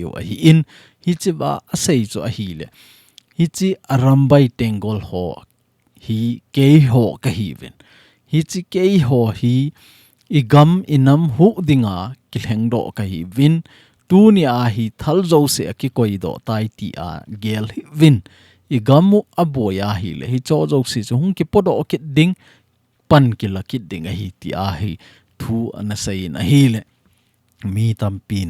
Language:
Thado Chin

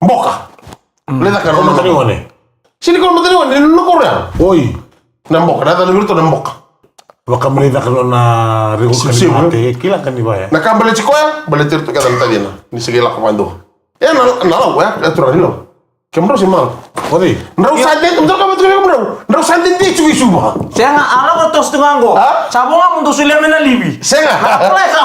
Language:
Fijian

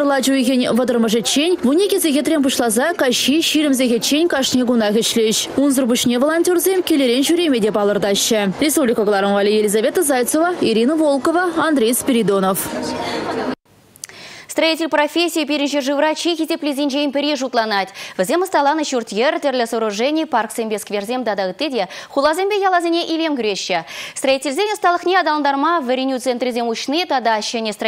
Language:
Chuvash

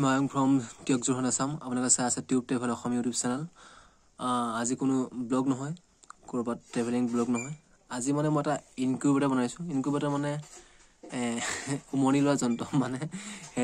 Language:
Assamese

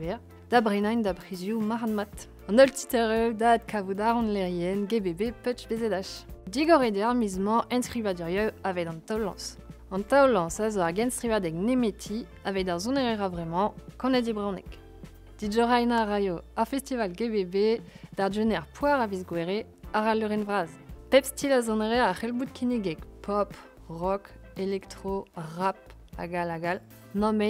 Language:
Breton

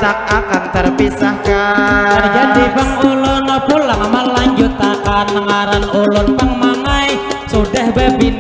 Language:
Banjar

